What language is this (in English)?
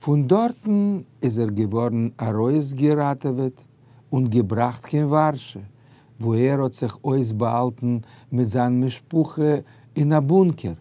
Yiddish